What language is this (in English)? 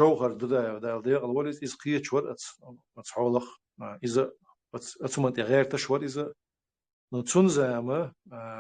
Chechen